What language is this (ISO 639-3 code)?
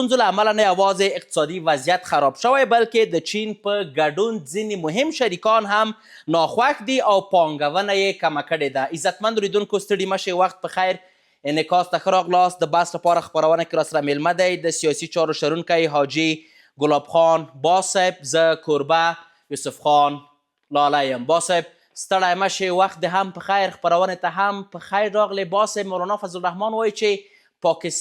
pus